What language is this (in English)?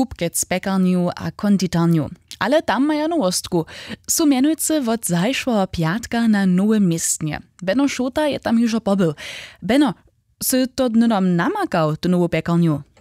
Upper Sorbian